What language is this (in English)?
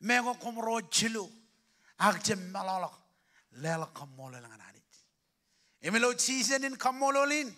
Marshallese